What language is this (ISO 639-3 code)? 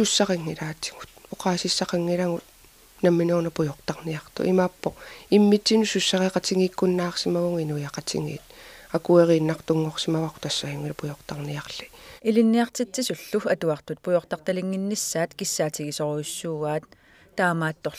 kal